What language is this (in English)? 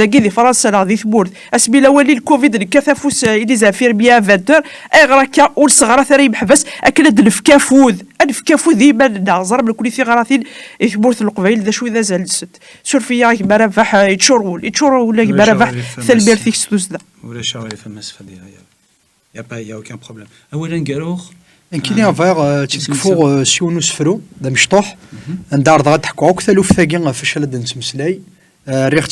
Kabyle